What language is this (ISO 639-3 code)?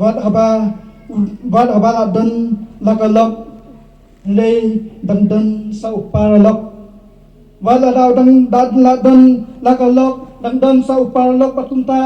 kha